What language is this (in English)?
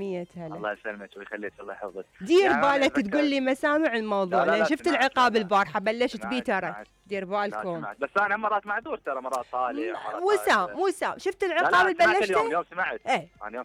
Mesopotamian Arabic